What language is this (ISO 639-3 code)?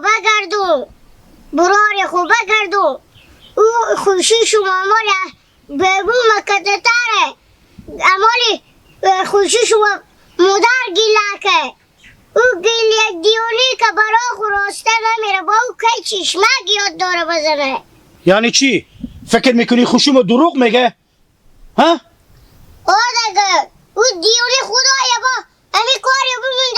haz